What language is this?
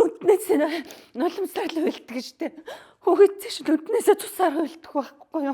Mongolian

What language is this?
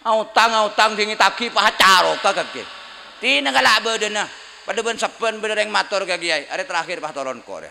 Madurese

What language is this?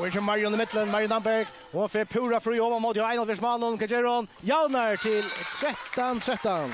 Faroese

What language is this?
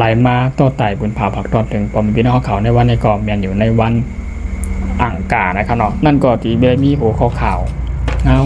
Shan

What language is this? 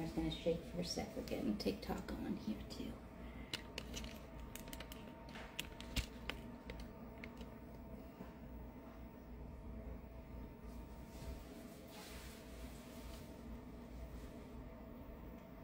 English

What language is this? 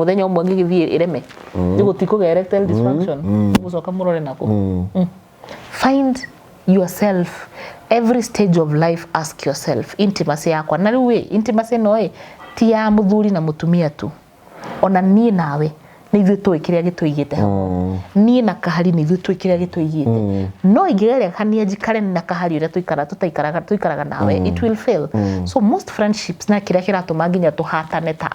Kikuyu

